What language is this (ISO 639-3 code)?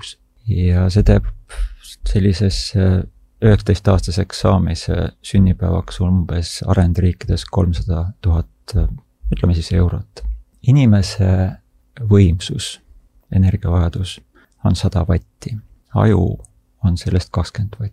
est